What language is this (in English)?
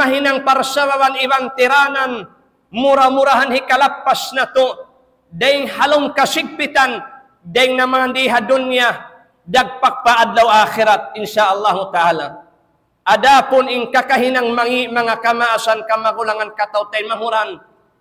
Tausug